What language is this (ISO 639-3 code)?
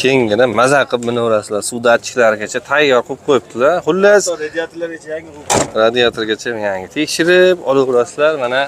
uzb